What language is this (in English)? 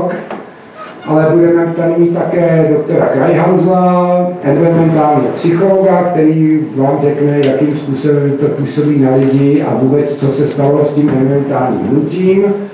Czech